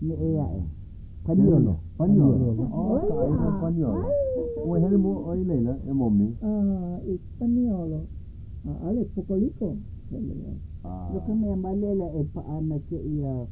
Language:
Hawaiian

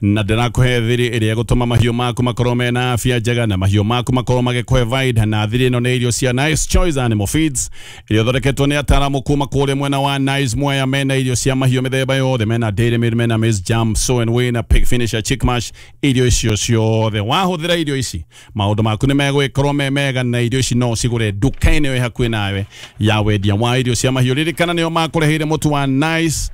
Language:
Kikuyu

